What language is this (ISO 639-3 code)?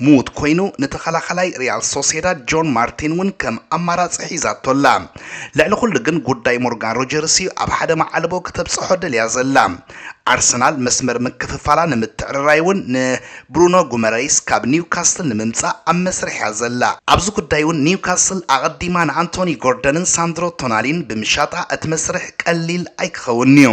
tir